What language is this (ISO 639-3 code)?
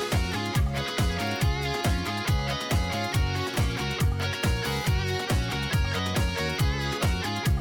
por